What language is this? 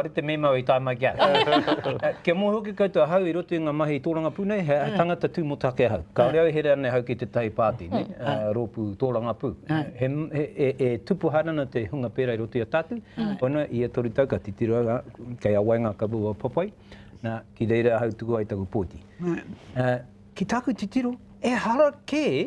Māori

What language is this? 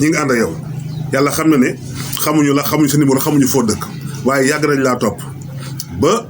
Wolof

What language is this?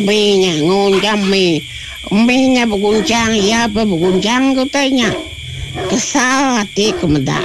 Iban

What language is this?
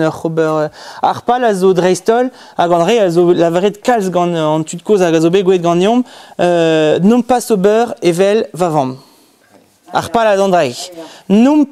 Breton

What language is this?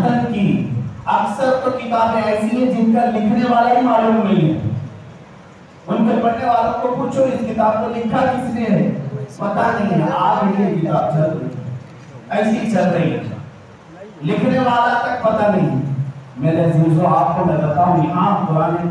Urdu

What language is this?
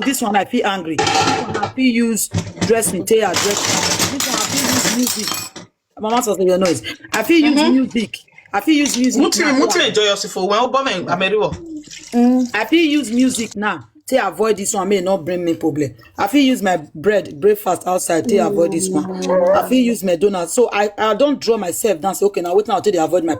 Nigerian Pidgin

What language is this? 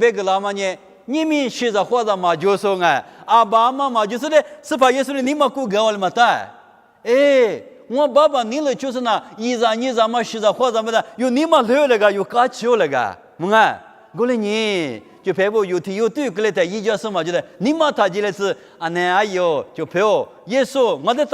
Lisu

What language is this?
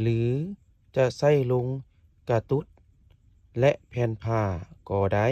Lao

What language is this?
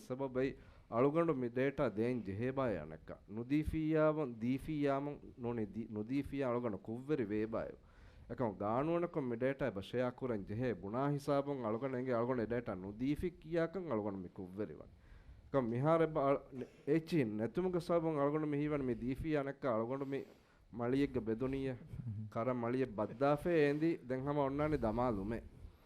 Divehi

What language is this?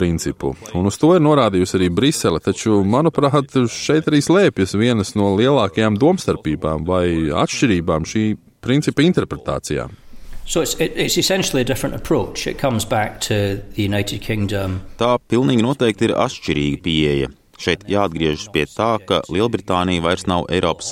Latvian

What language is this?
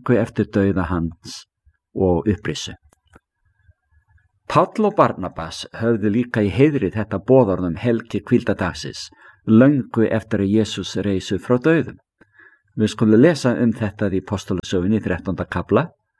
Icelandic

